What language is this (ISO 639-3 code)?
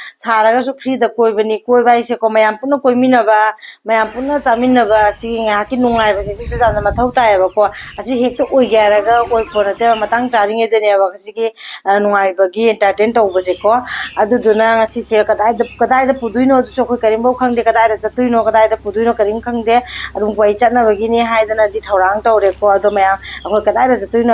mni